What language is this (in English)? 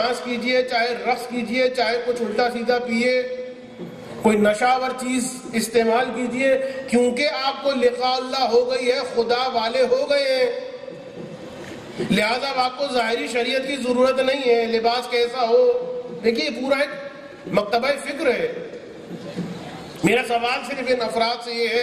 Urdu